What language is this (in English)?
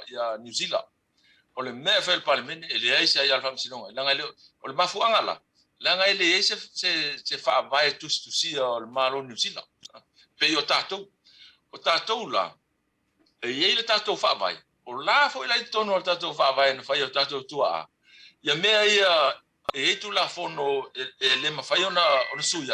Samoan